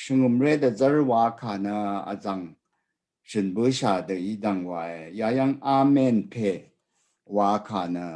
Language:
Rawang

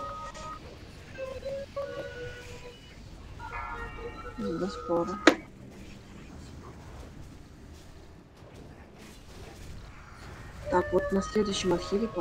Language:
Russian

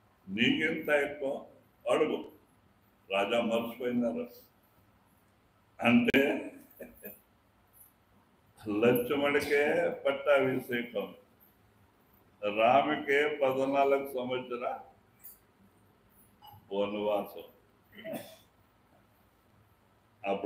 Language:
Telugu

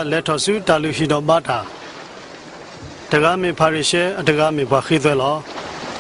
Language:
S'gaw Karen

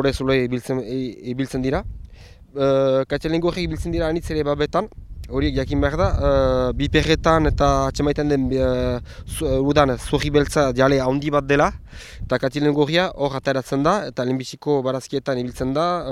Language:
Basque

